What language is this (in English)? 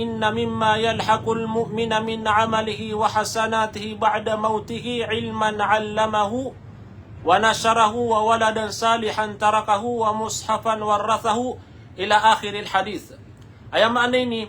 Maranao